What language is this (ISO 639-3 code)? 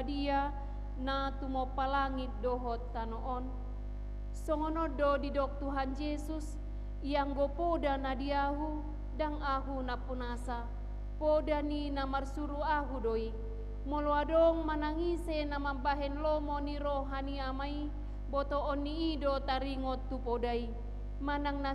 bbc